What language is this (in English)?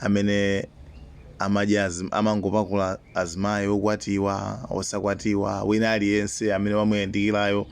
Nyanja